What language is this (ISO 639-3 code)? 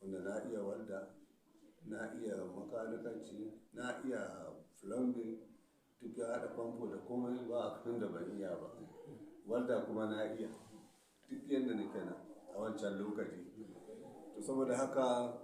hau